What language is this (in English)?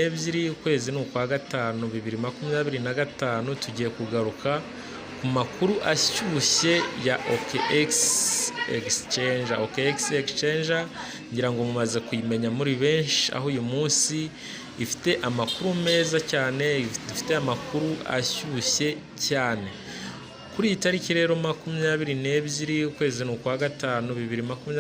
Kinyarwanda